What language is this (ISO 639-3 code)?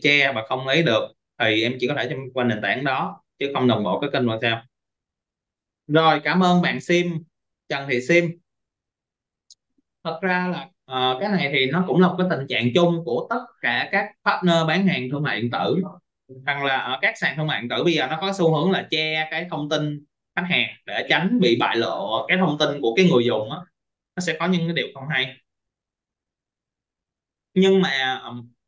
vie